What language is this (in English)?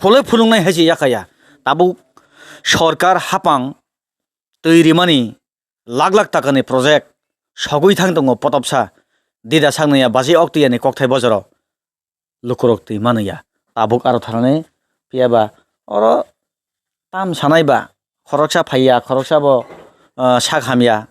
Kok Borok